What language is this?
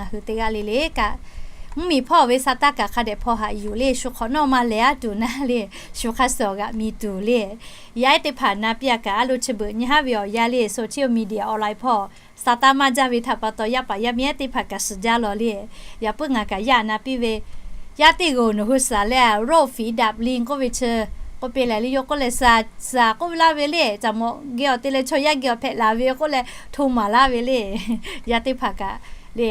Lahu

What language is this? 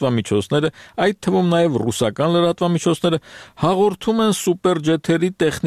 Armenian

